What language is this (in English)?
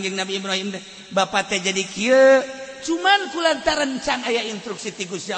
Sundanese